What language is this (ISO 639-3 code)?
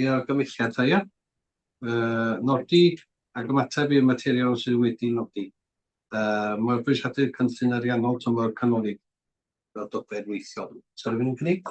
cym